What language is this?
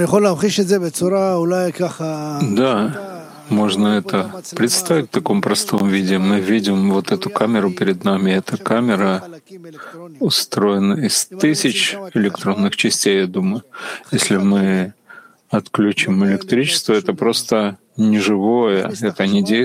Russian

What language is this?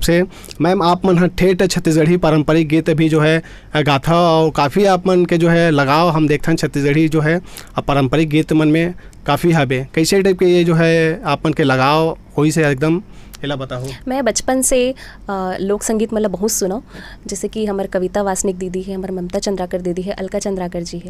Chhattisgarhi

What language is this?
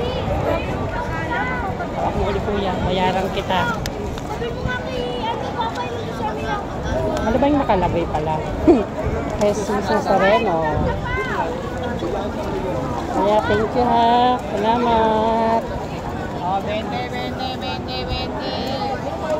Filipino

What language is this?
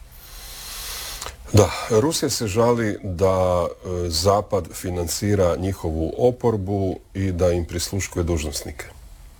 Croatian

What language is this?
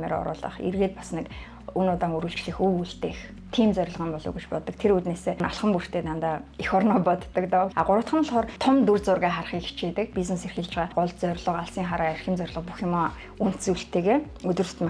Mongolian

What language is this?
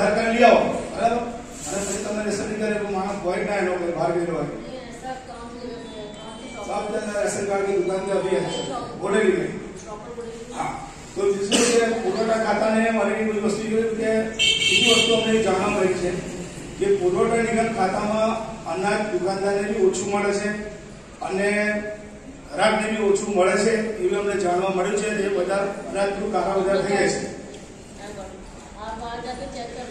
Gujarati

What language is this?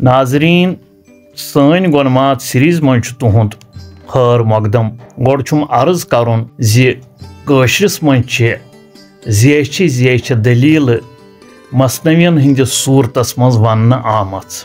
Kashmiri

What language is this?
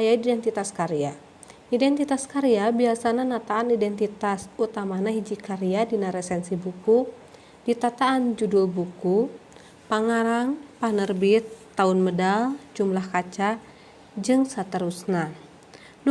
Sundanese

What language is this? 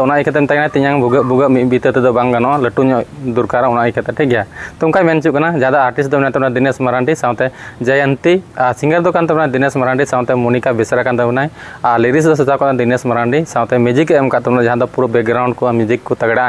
Santali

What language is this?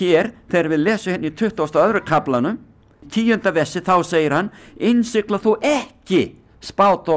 Icelandic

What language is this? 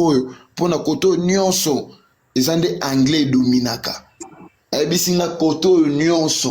Lingala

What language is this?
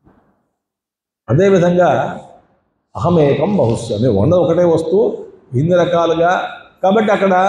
Telugu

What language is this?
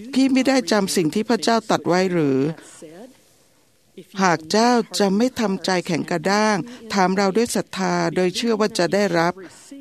Thai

